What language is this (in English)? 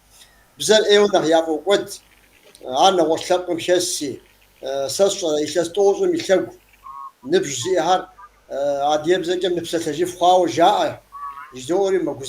Kabardian